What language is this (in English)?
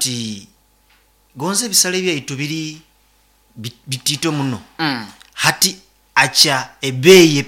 Nyoro